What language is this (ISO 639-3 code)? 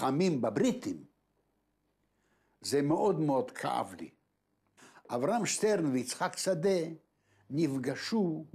heb